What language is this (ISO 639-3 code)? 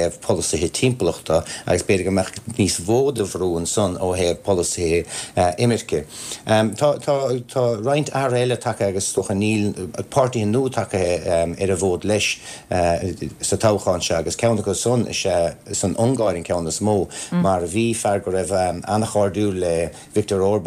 gle